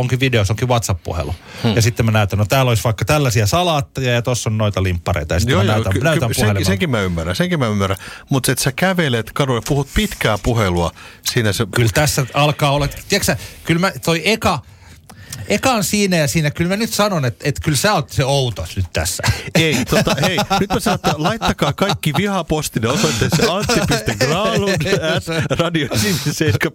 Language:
Finnish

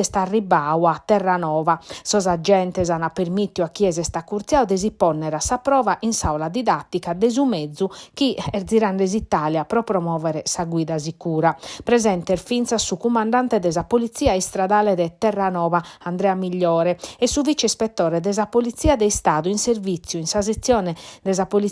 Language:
Sardinian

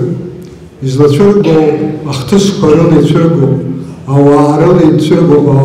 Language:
Abkhazian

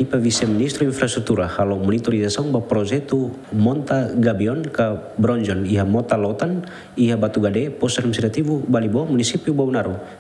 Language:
Tetum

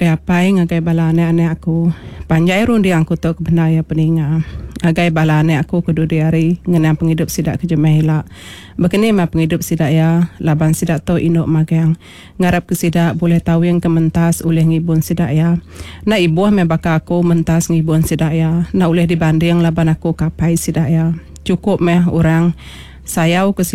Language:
Iban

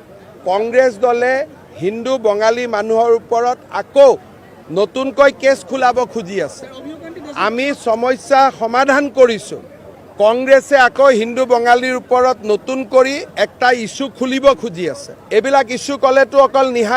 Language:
Assamese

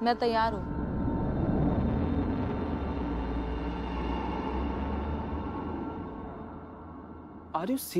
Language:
Hindi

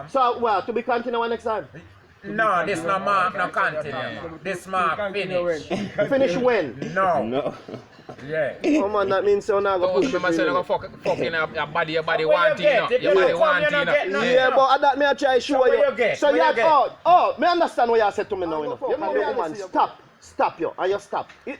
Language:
Jamaican Creole English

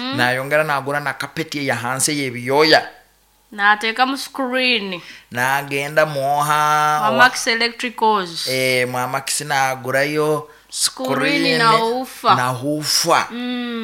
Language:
Nyankole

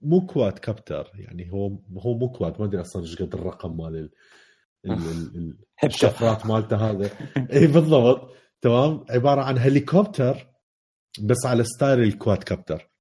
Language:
Mesopotamian Arabic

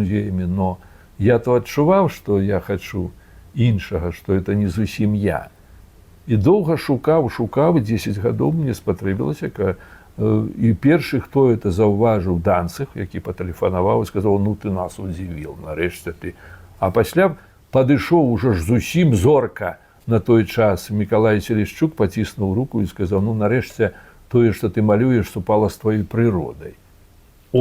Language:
Belarusian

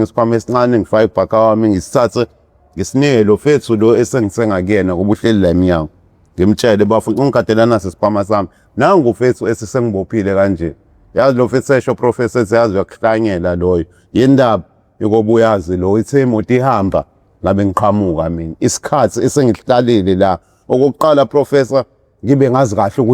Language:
Zulu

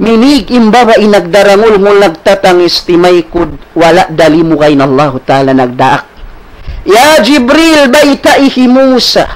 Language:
Tausug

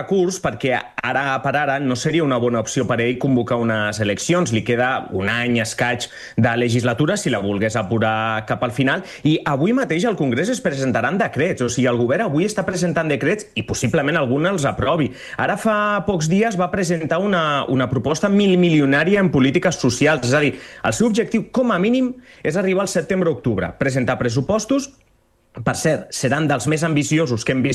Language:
Catalan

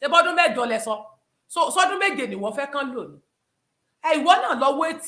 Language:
Yoruba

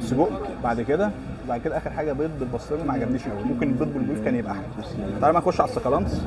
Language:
Egyptian Arabic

